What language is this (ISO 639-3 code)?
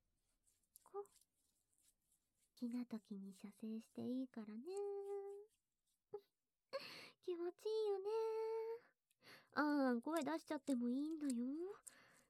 jpn